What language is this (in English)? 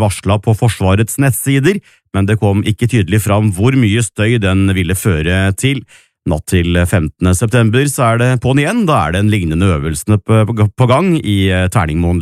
Norwegian